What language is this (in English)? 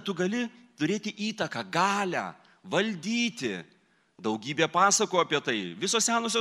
Lithuanian